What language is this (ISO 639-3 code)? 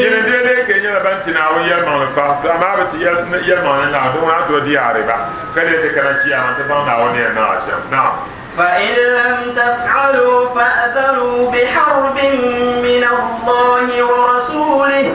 dag